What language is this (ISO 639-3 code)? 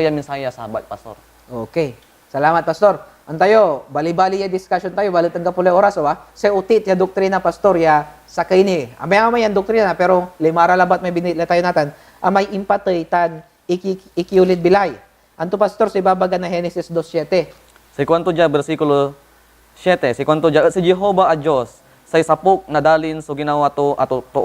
pag